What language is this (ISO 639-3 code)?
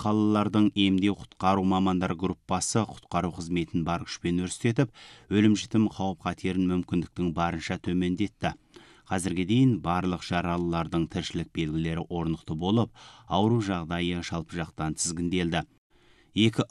kaz